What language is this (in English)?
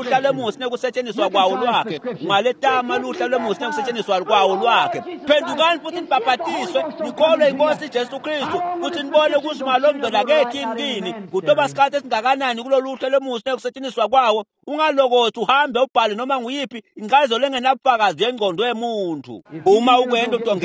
Swati